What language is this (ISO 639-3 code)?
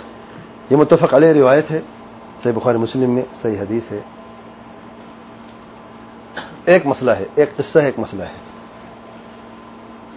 urd